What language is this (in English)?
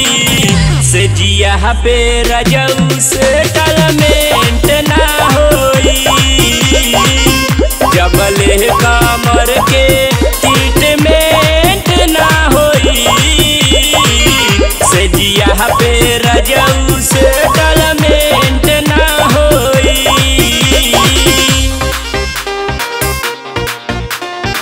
Bhojpuri